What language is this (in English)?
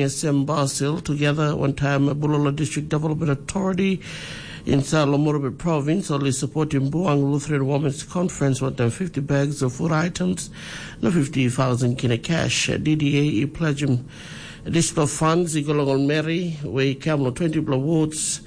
Tok Pisin